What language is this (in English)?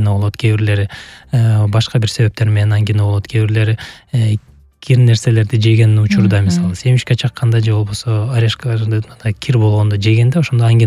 Kyrgyz